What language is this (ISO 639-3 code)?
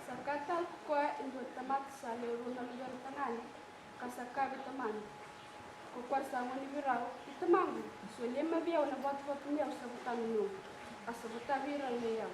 fij